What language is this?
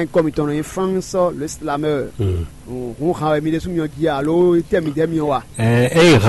Fon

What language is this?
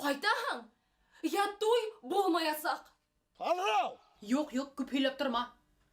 Bashkir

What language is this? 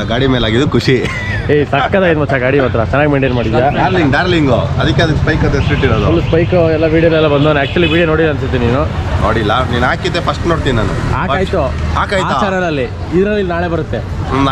Kannada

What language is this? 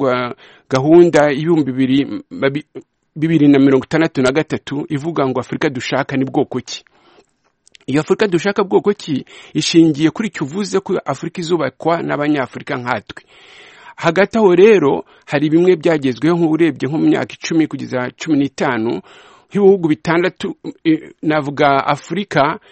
Kinyarwanda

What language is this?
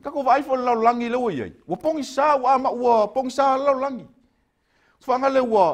Samoan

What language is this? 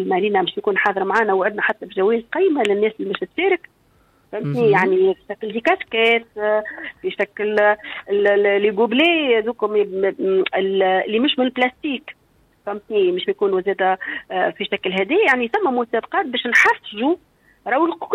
Tunisian Arabic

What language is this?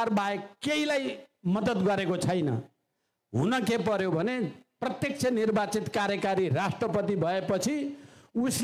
Nepali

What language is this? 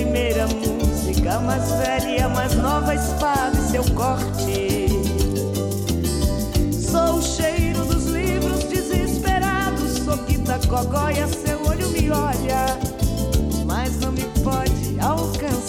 Portuguese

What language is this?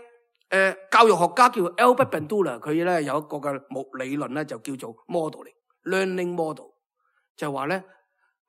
Cantonese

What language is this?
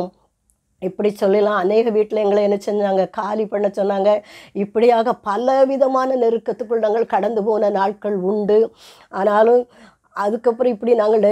Tamil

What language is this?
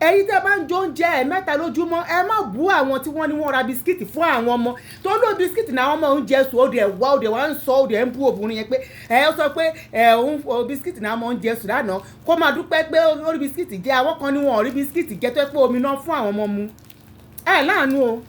Yoruba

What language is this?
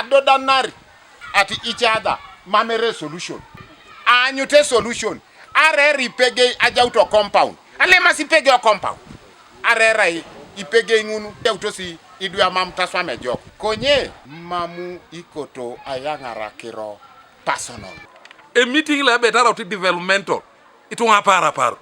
Teso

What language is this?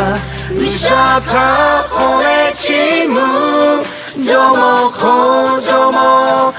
Lahu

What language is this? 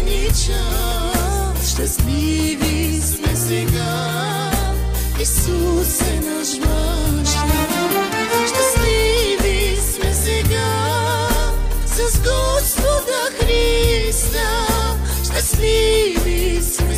Bulgarian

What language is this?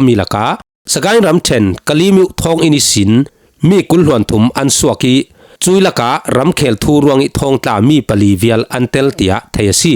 Falam Chin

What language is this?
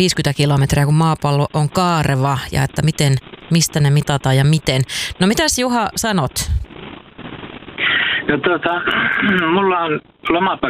Finnish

